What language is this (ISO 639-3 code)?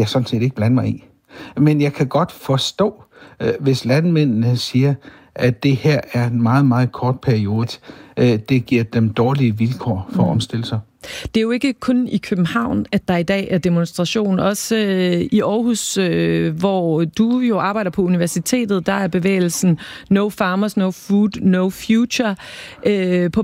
dan